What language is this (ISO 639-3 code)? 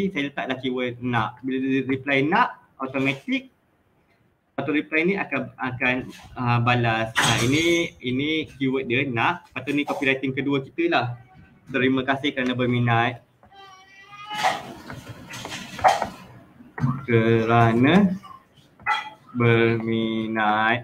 msa